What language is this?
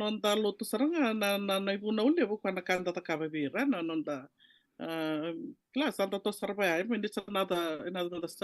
Fijian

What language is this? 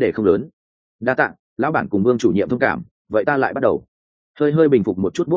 Vietnamese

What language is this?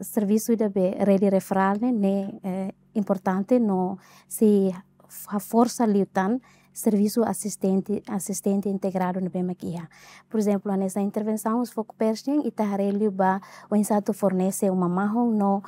Tetum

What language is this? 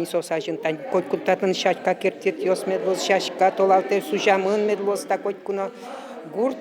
Udmurt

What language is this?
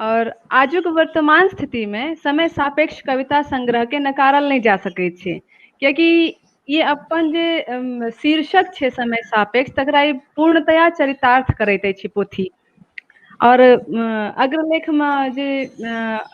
Maithili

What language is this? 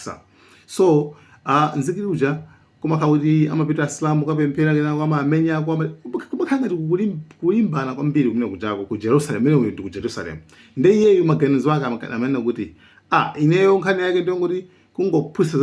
Nyanja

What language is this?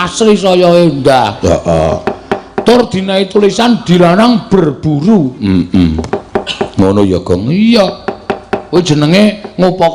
Javanese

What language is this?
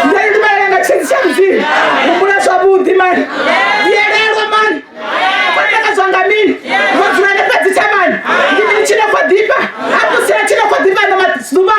Venda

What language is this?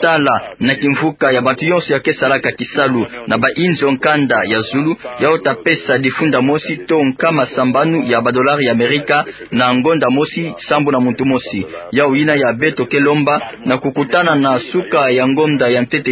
Kituba (Democratic Republic of Congo)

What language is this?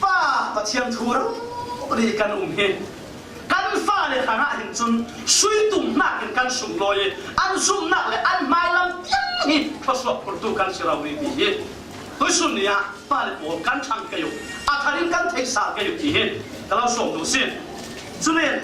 Falam Chin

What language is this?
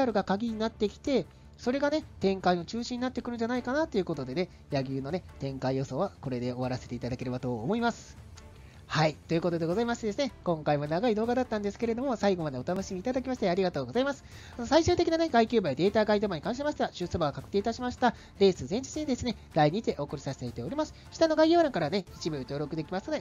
Japanese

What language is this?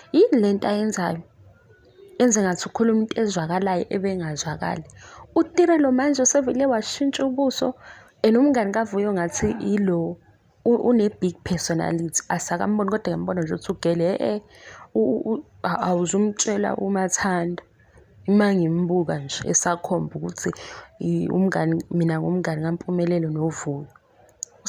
Zulu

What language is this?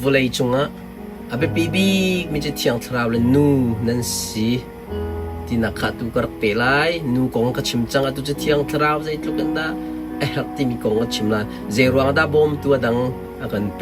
Hakha Chin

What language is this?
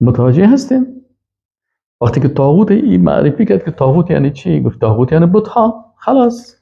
Persian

